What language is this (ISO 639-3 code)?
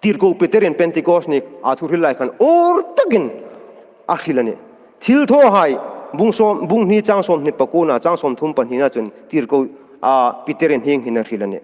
hmr